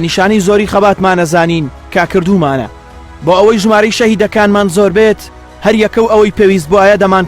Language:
Central Kurdish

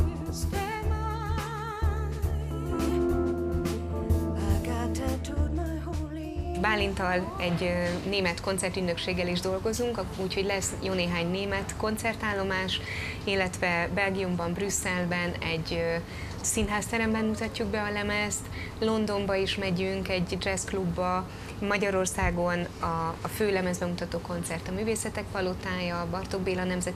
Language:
Hungarian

